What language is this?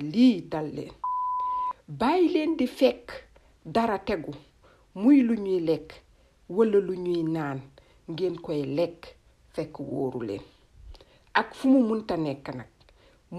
Wolof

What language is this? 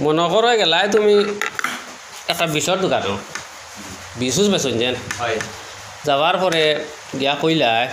Sylheti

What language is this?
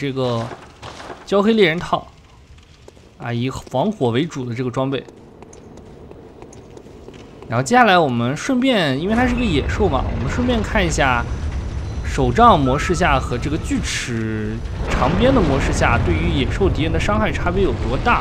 Chinese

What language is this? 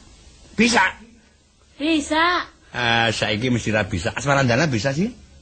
Javanese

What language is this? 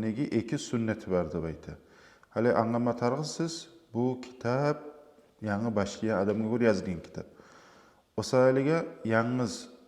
Kumyk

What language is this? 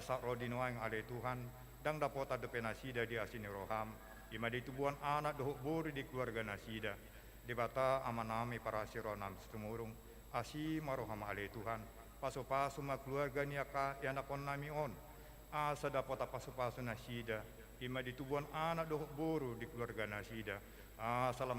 Batak Toba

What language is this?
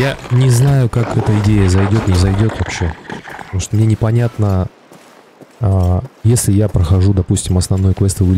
Russian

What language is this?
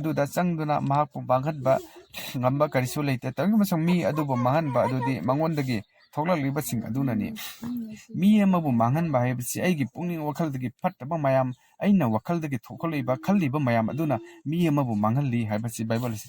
Manipuri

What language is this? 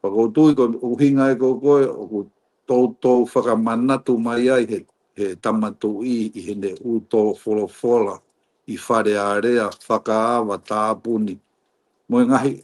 Tongan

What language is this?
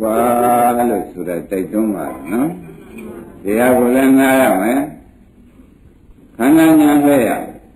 Burmese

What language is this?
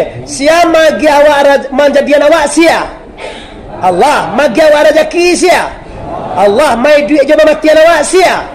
Minangkabau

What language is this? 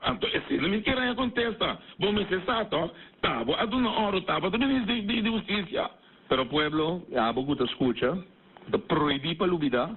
Papiamento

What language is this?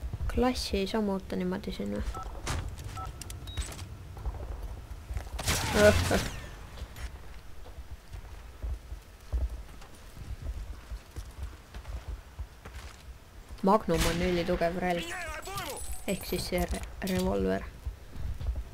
Estonian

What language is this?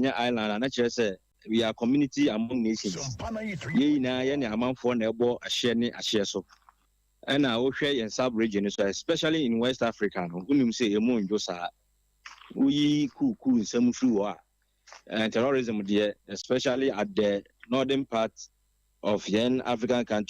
Akan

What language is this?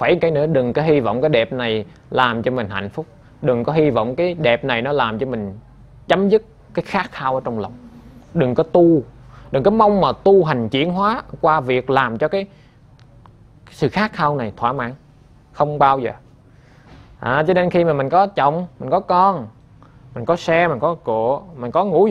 Vietnamese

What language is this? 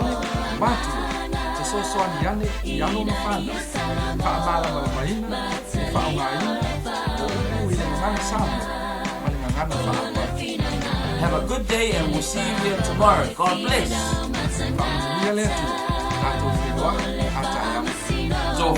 Samoan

